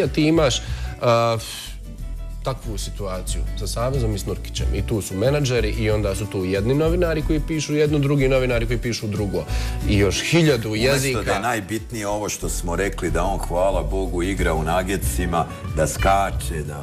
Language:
Bosnian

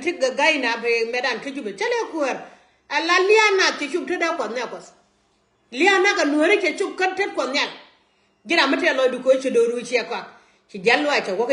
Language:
Nuer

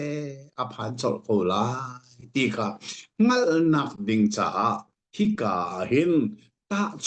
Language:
Hakha Chin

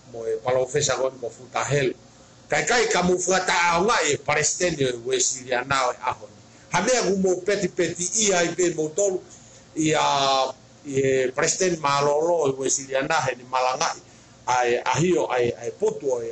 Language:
Tongan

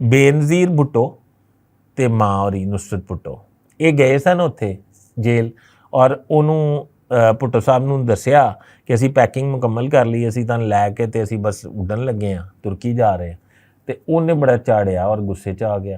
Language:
Western Panjabi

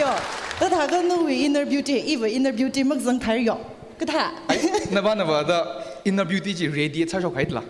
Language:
Tangkhul Naga (India)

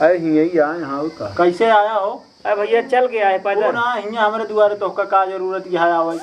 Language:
Awadhi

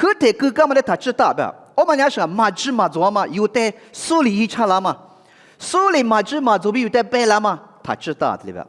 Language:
Lisu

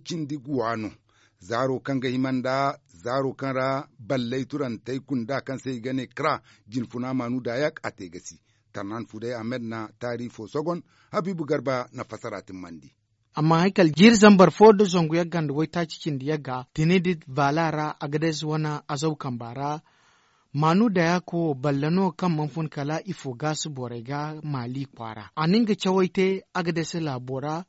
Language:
Zarma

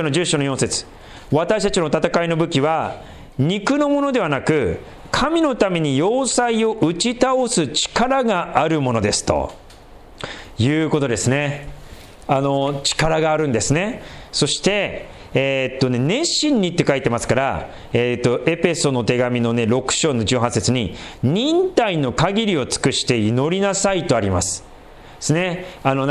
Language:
Japanese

